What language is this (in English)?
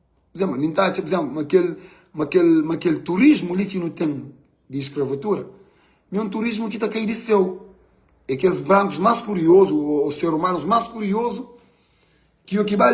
Kabuverdianu